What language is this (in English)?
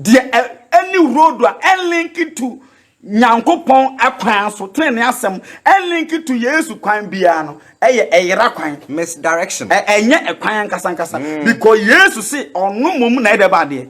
Akan